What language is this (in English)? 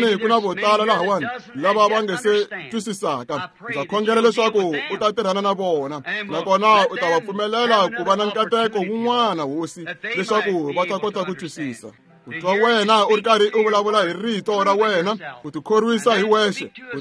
Tsonga